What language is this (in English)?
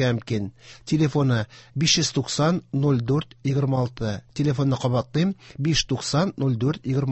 Tatar